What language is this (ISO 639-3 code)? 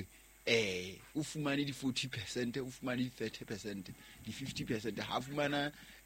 sot